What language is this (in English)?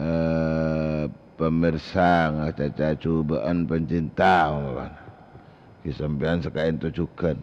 Madurese